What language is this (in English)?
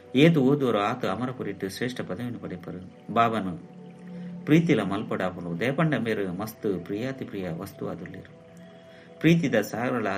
Tulu